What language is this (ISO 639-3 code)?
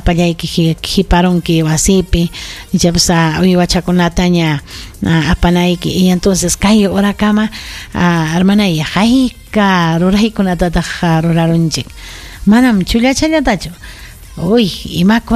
quy